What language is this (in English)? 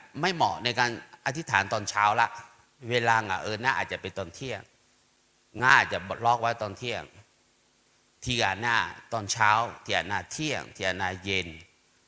Akha